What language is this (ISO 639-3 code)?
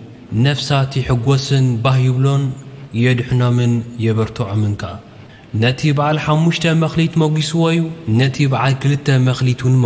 tir